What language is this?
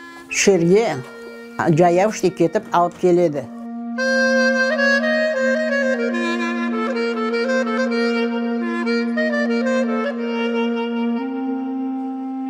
Kazakh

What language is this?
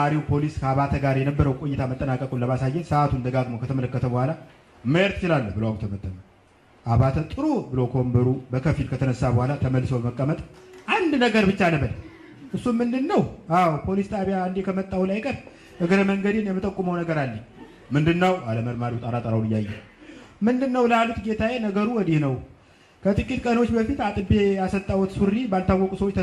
Amharic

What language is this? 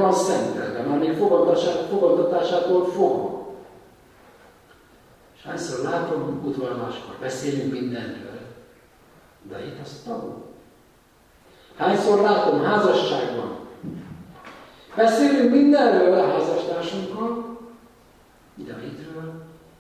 Hungarian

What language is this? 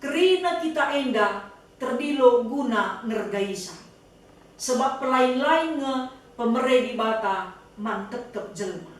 Batak Karo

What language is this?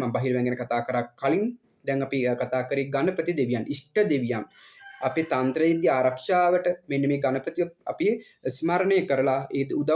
Sinhala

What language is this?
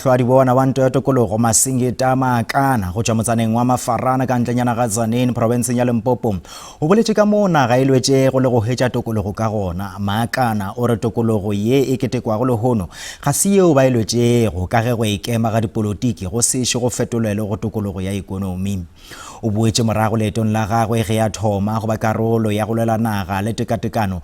Northern Sotho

